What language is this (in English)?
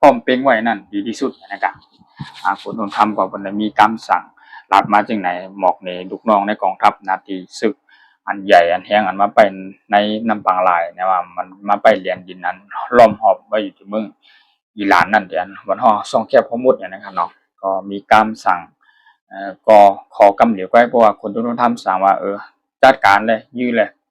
Shan